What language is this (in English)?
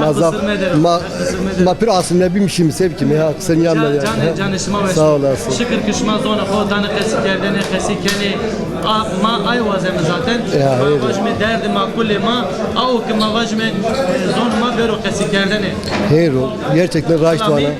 Zaza